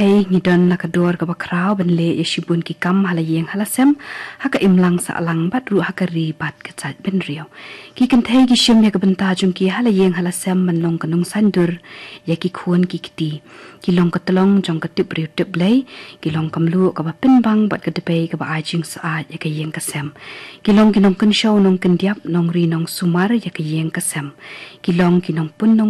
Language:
Khasi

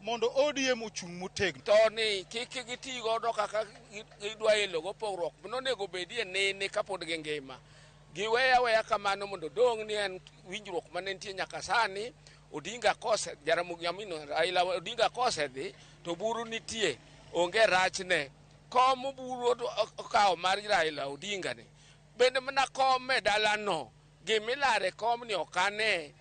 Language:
Luo (Kenya and Tanzania)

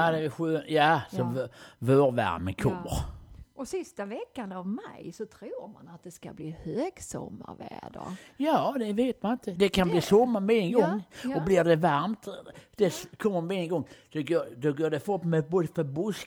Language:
Swedish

